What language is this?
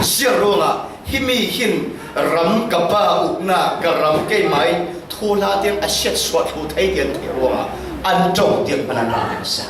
Falam Chin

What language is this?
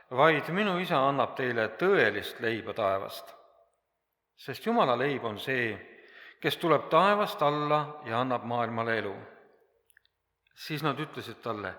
Estonian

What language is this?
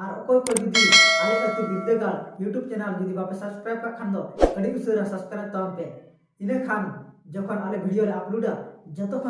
Santali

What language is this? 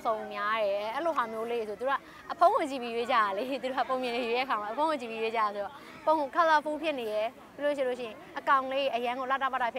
Burmese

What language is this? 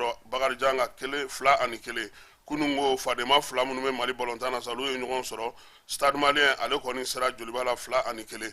Bambara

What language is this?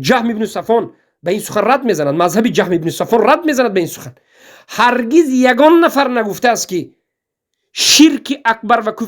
Tajik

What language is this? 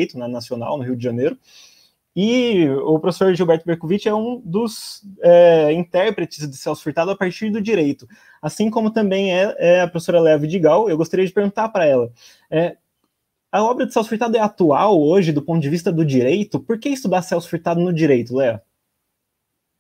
Portuguese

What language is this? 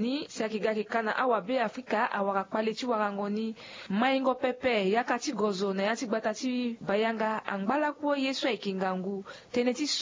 Sango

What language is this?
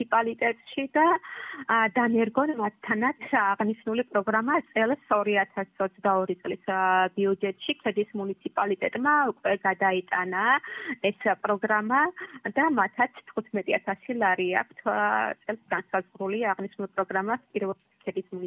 Georgian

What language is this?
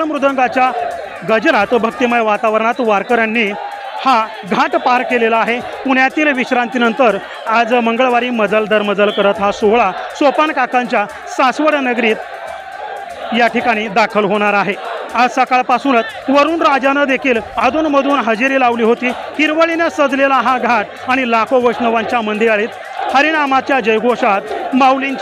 Marathi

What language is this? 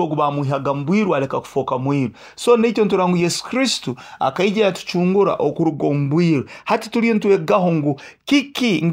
Nyoro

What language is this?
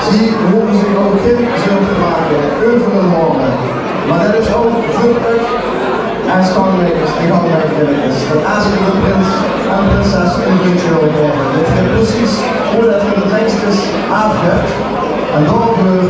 Limburgish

